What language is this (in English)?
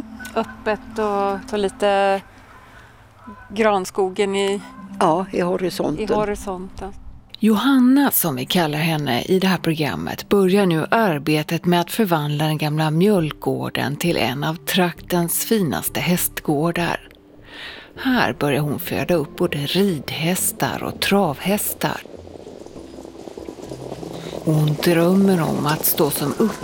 Swedish